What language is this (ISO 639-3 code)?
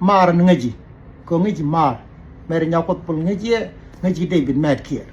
nus